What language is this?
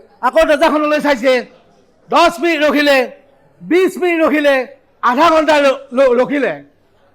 Assamese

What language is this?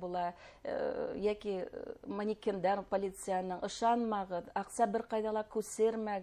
Bashkir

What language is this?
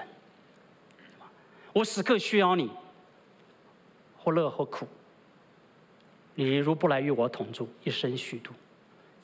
Chinese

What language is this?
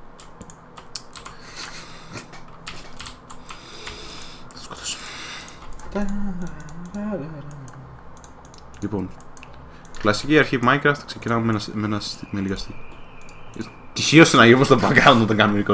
Greek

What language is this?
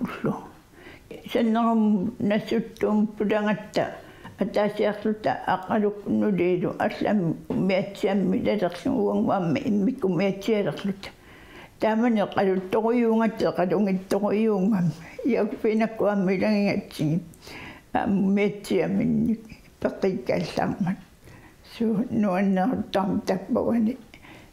Kalaallisut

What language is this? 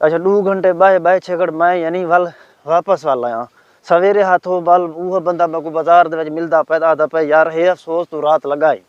Saraiki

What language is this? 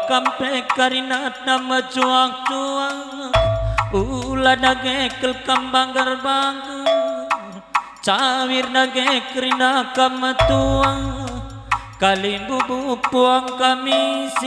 Batak Karo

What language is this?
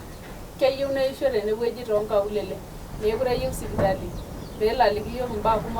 Masai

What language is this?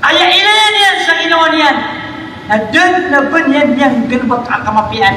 Maranao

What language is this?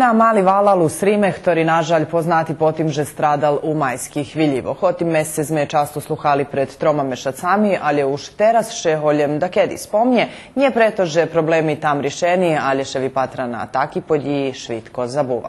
Rusyn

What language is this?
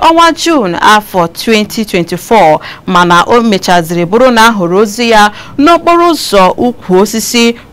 Igbo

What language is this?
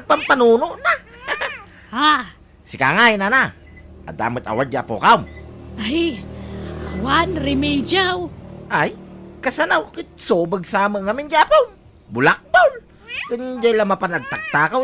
Iloko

